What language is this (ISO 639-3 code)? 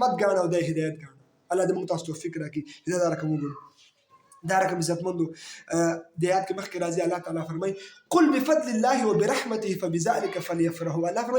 pus